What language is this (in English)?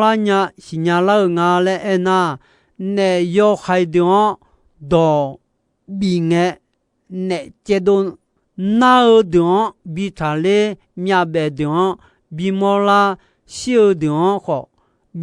Akha